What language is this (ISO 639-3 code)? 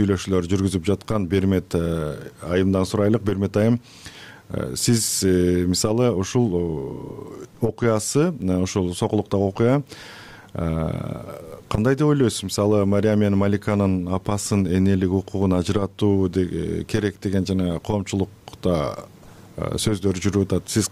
kir